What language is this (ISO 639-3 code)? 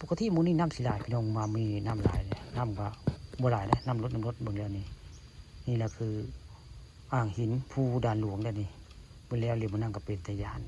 tts